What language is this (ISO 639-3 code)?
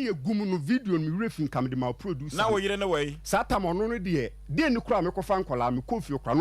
aka